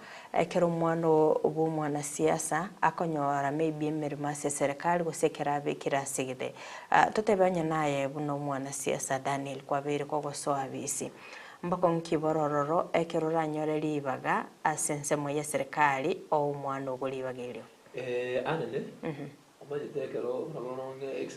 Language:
Gusii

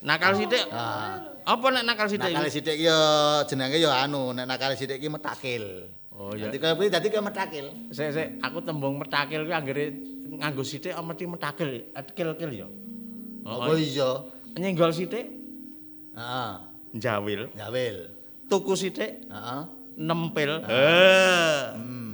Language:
Javanese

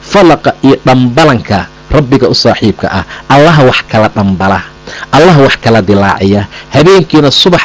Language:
Somali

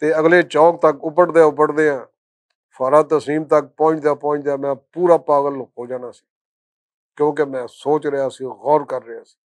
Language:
Western Panjabi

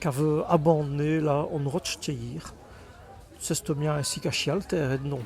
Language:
Walloon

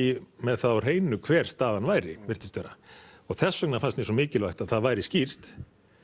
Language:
Icelandic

